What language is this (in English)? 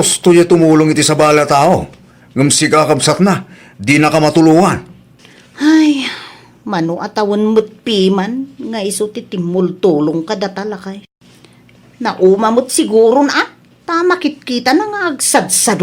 Iloko